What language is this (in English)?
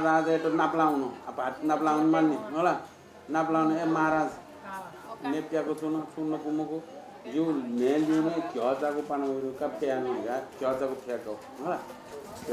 Newari